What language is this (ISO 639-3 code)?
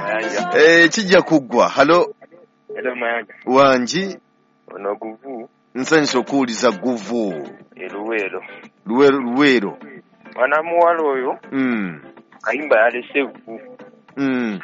lug